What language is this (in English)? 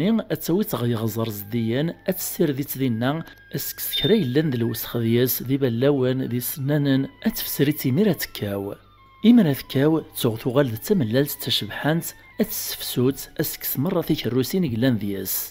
Kabyle